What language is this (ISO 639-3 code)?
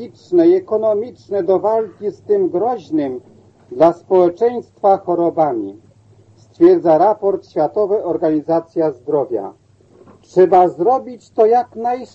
pol